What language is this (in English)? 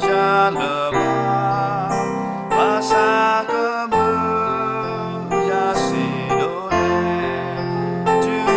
S'gaw Karen